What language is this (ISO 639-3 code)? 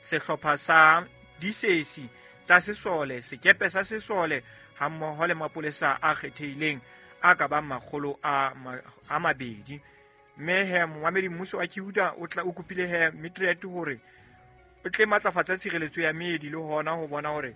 sot